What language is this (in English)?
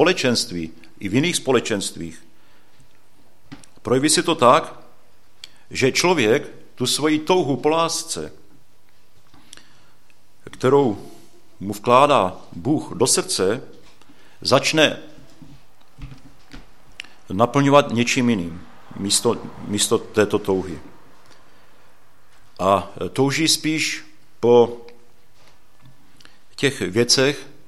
Czech